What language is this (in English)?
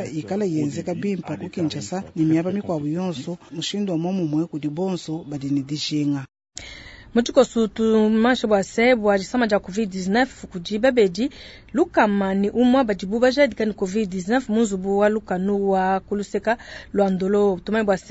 Luba-Lulua